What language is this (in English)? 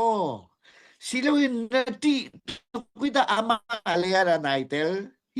Hakha Chin